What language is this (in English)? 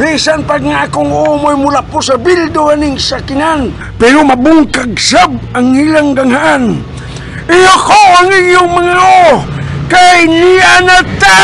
Cebuano